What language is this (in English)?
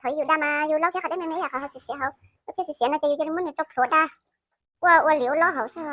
Hmong